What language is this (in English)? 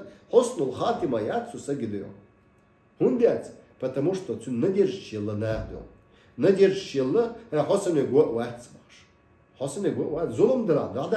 Chechen